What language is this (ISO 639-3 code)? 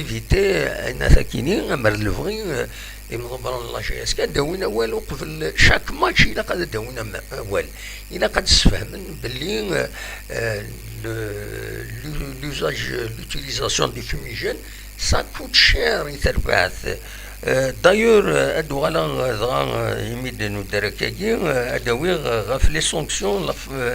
kab